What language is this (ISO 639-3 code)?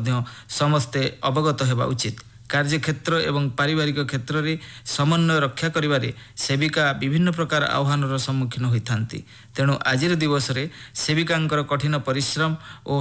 ori